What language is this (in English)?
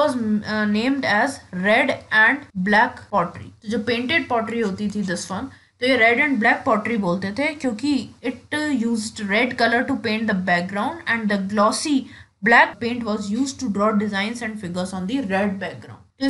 Hindi